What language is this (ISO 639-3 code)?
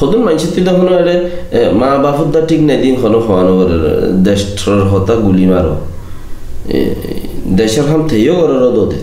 rhg